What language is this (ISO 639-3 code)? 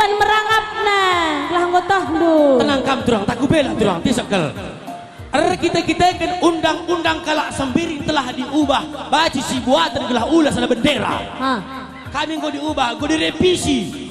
btx